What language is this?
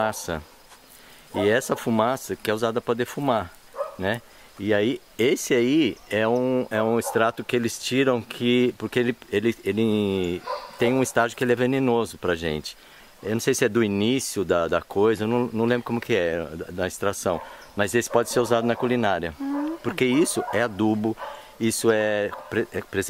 Portuguese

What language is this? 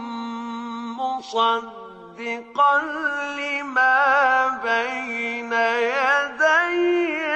Persian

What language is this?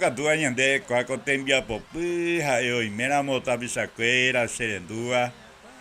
Guarani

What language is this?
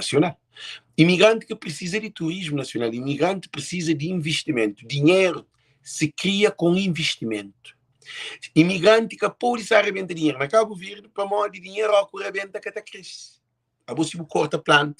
Kabuverdianu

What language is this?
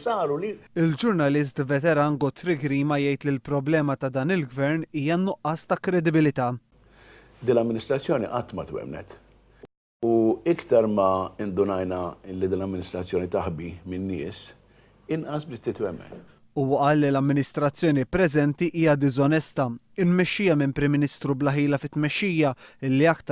Maltese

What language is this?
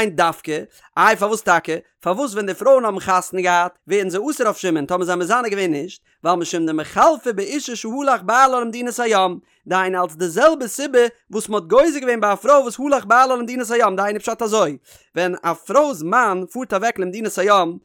Yiddish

